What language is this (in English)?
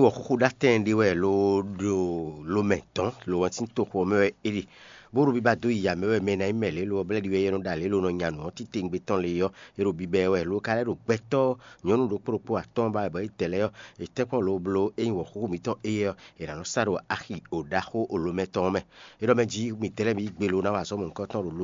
Fon